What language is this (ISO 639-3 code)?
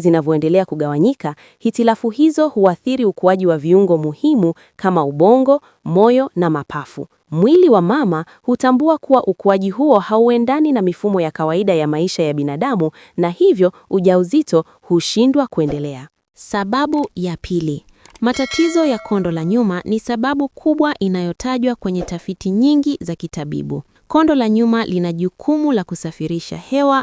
swa